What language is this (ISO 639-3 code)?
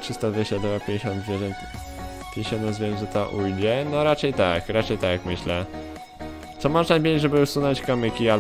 pol